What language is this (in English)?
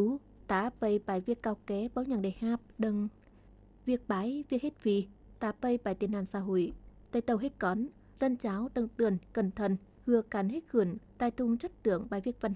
Tày